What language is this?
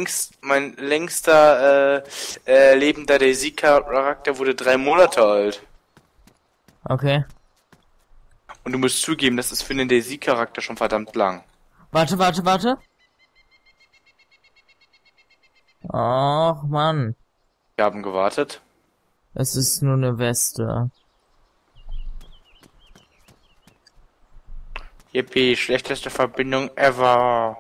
German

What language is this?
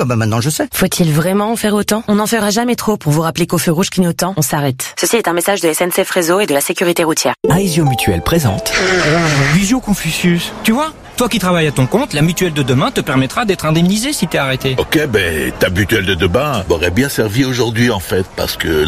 French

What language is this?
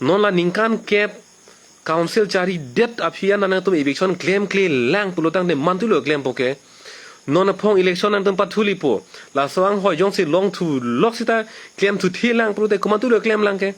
Karbi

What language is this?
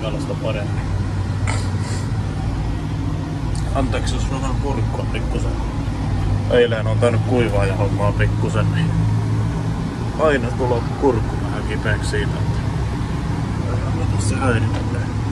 Finnish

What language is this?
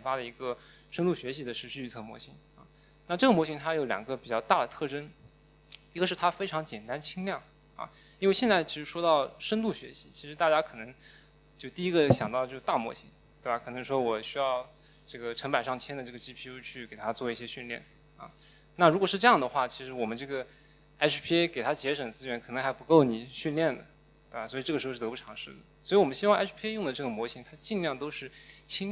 Chinese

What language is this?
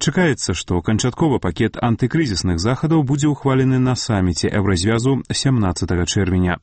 Belarusian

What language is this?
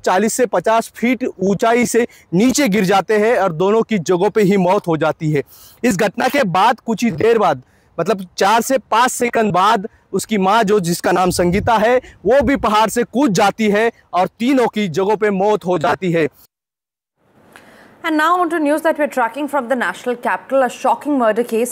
Hindi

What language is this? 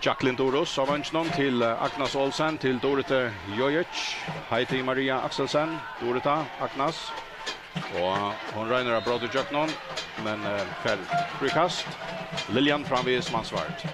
Faroese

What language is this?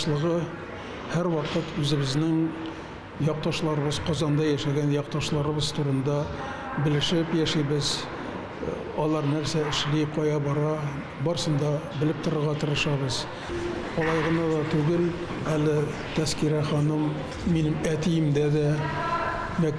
Tatar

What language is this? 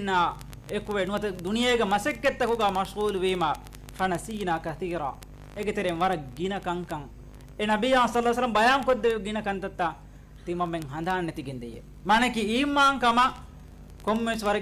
Divehi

